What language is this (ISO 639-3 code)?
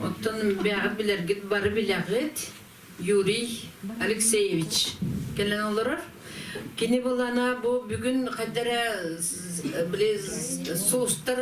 sah